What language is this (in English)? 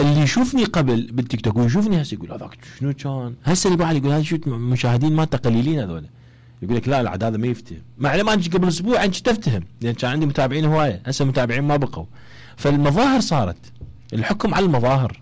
Mesopotamian Arabic